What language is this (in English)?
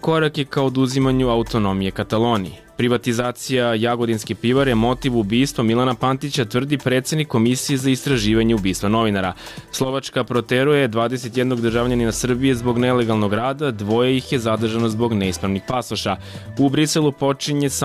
Serbian